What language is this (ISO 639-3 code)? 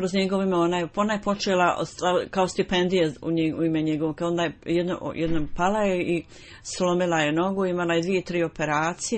bos